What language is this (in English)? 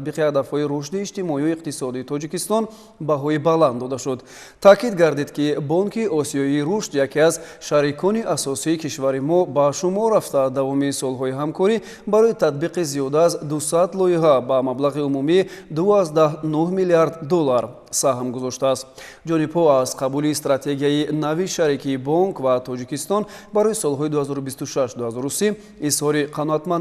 Tajik